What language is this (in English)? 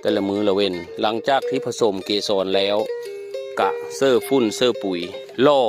Northeastern Thai